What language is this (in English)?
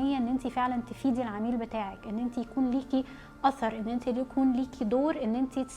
Egyptian Arabic